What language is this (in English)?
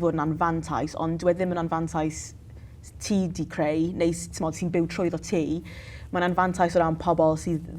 Welsh